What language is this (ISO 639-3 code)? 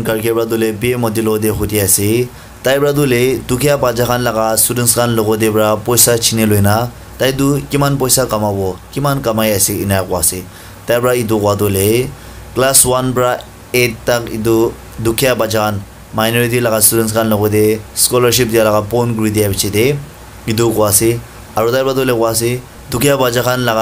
nag